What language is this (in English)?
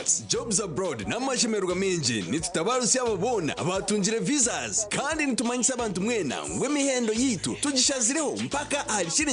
Nyankole